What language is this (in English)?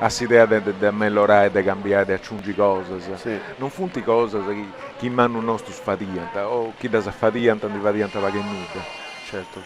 Sardinian